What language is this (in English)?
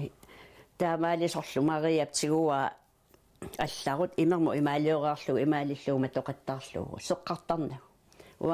Kalaallisut